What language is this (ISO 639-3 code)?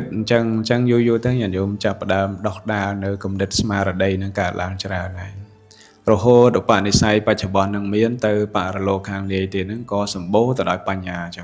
khm